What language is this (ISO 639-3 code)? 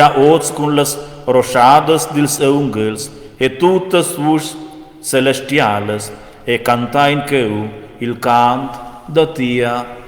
roh